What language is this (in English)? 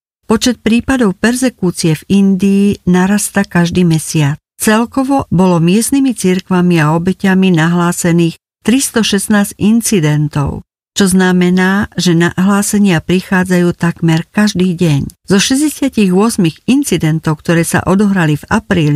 Slovak